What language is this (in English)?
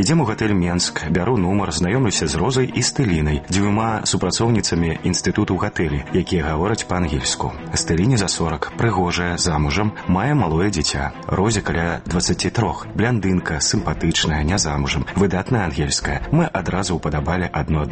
Belarusian